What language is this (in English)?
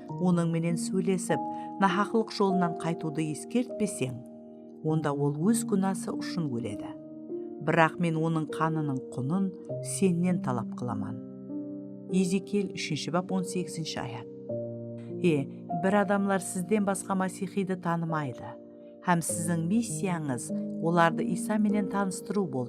Kara-Kalpak